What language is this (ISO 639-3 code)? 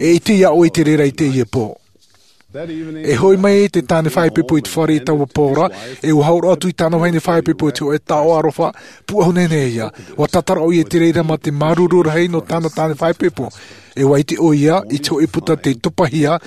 tah